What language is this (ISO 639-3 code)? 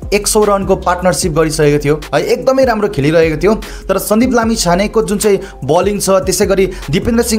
nep